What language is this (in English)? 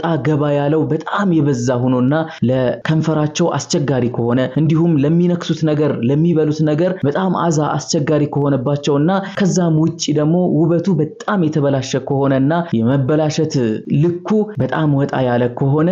Amharic